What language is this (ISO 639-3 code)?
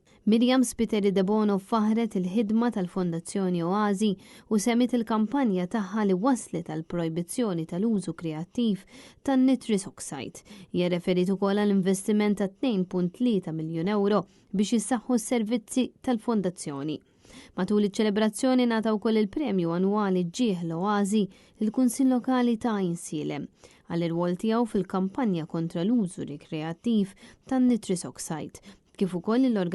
mlt